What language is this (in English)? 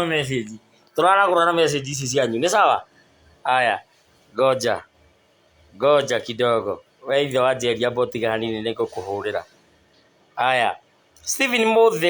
Kikuyu